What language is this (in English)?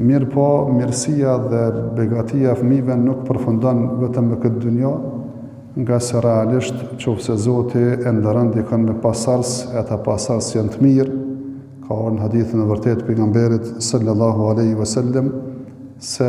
Albanian